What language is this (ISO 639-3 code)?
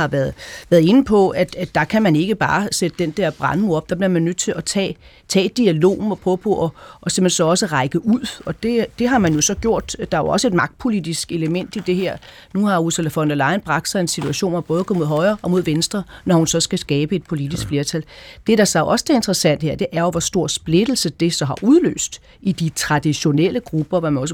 dan